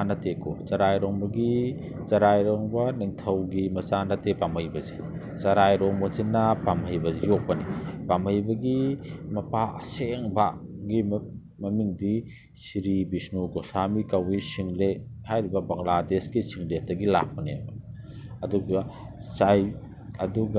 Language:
Manipuri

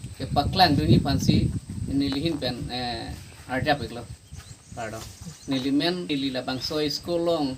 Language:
Karbi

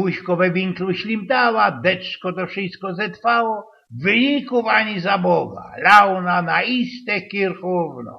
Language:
Silesian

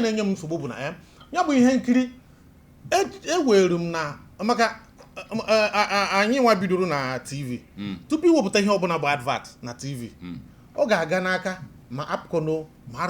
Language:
Igbo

